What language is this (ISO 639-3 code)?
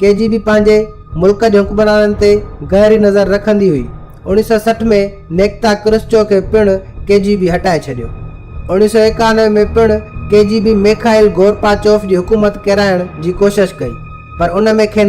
snd